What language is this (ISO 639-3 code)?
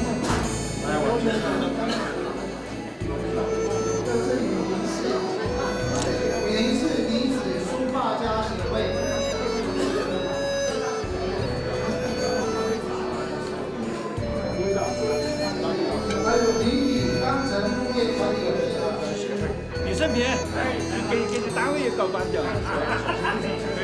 zho